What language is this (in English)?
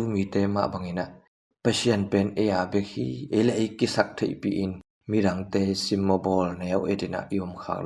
Tedim Chin